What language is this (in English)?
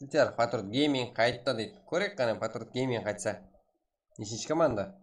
Kara-Kalpak